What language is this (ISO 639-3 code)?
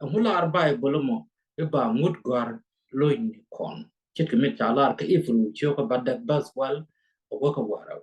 nus